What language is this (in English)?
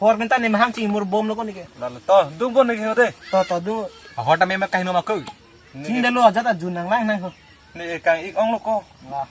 Karbi